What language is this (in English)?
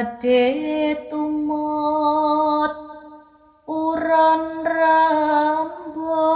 Javanese